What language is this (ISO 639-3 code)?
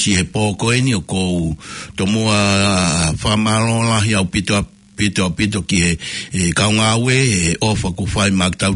ton